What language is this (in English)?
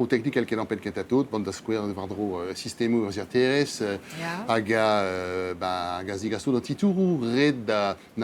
Breton